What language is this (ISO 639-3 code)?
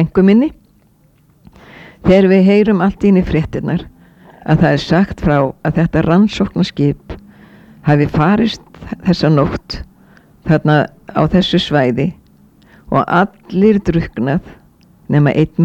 isl